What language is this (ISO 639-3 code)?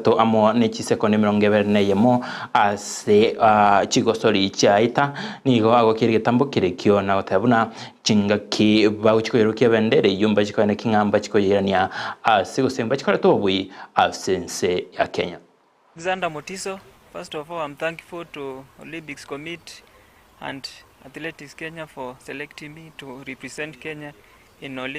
guz